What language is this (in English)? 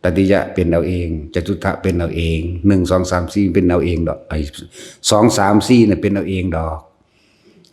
Lao